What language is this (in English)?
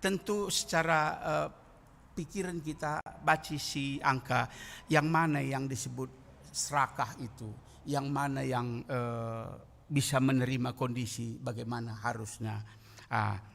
Batak Karo